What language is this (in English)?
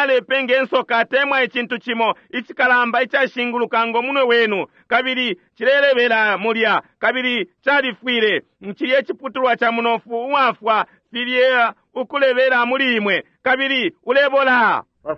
Bemba